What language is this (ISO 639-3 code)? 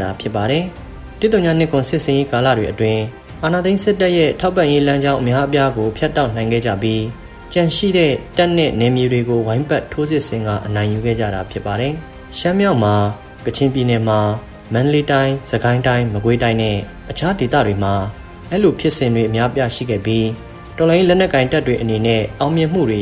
mya